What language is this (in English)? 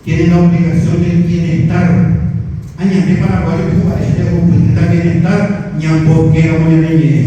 Guarani